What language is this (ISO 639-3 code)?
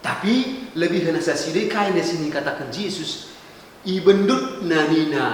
btx